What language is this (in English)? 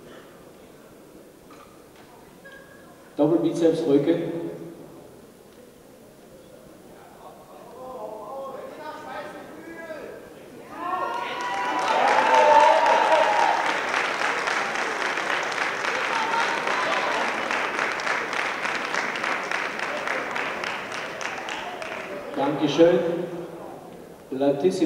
German